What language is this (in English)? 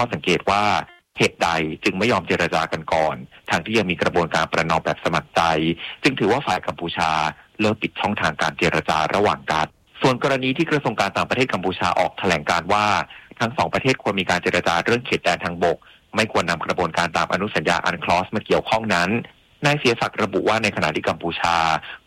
Thai